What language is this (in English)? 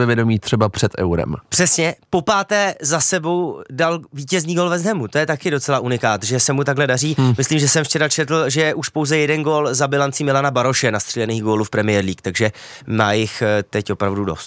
Czech